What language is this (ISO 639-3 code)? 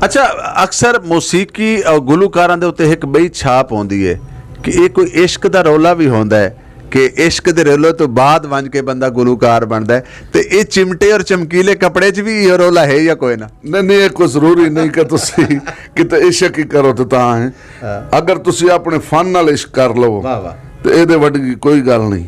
skr